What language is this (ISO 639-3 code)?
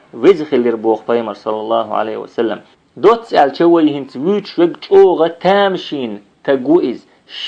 che